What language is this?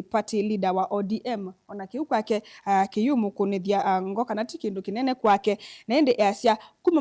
Kamba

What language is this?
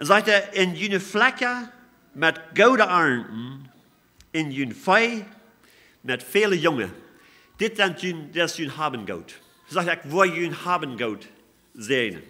Plautdietsch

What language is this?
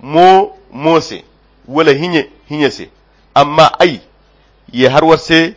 Koyra Chiini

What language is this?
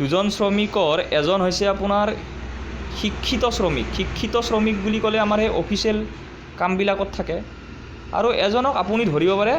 Assamese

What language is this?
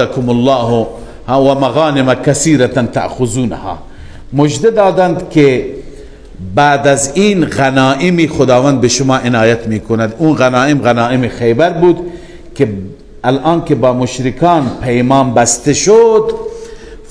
Persian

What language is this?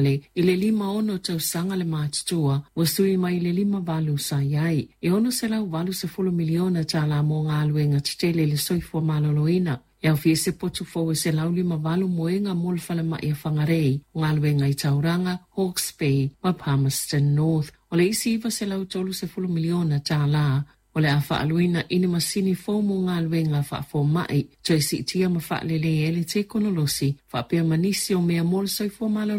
Samoan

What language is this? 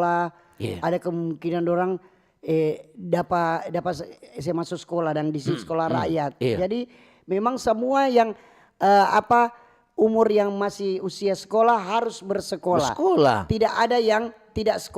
Manado Malay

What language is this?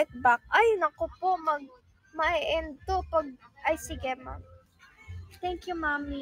Filipino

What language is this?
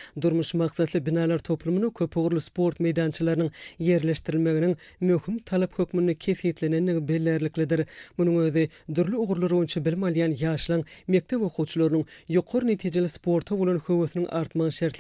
Turkmen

